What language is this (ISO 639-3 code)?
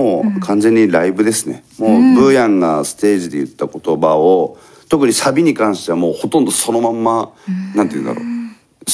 jpn